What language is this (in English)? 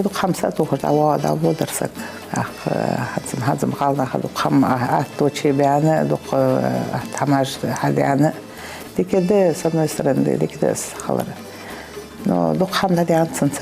Ingush